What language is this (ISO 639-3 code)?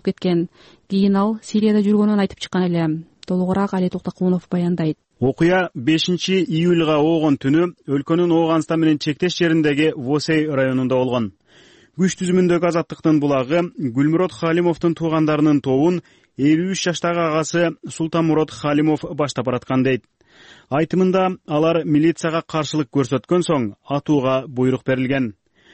kir